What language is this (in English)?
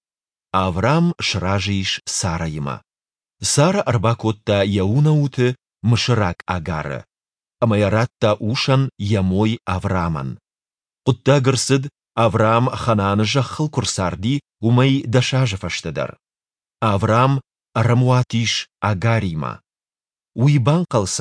Ossetic